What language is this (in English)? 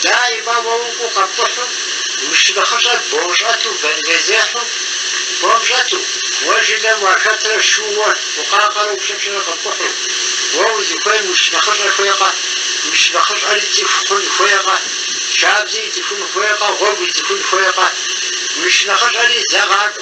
Kabardian